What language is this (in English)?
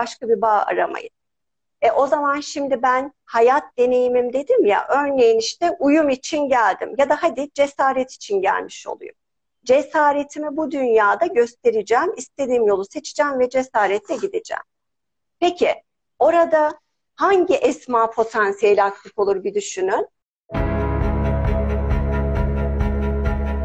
Turkish